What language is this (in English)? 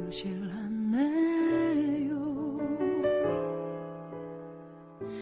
Korean